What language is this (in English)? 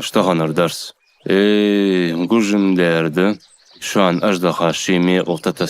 Ingush